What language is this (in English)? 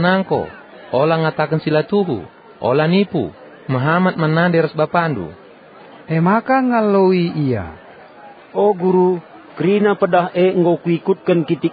Batak Karo